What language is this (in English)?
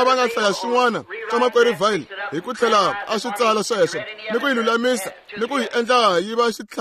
Tsonga